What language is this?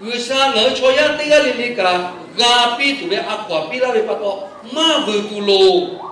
Lahu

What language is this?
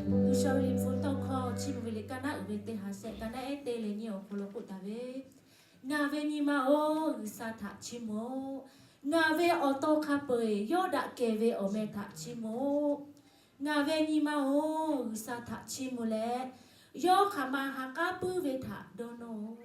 Lahu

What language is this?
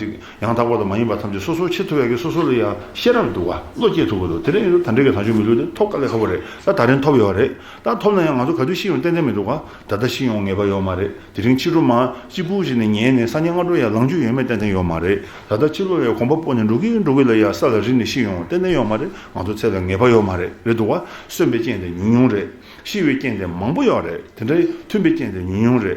Tibetan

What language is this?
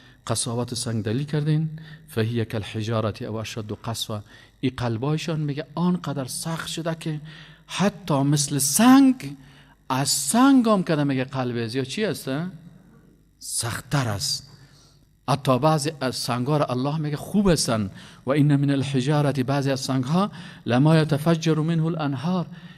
Persian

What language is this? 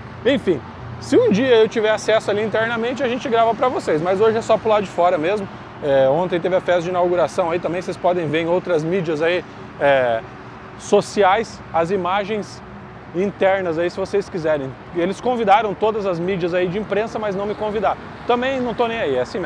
Portuguese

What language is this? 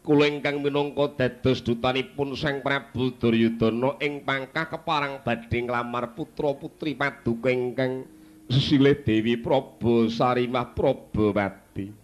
Javanese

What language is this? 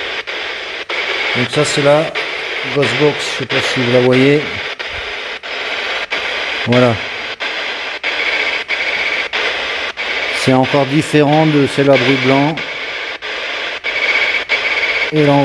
French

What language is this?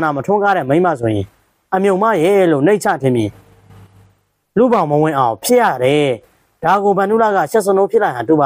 Burmese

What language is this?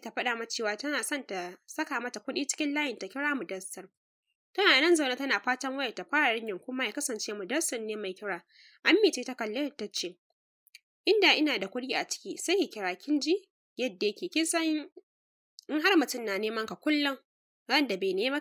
Hausa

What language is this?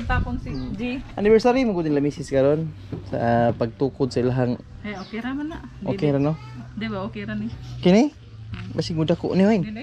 Cebuano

